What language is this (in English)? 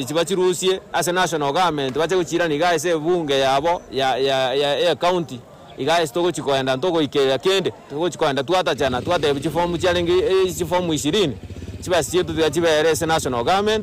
Gusii